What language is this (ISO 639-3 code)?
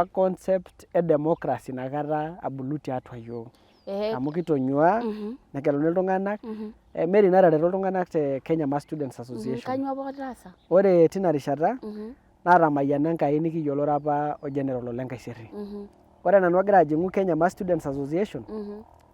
mas